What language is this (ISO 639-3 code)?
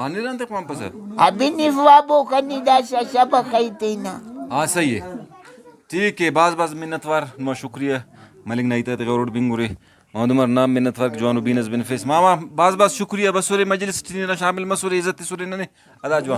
brh